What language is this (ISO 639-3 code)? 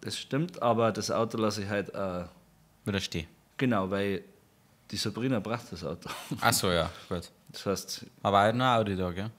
bar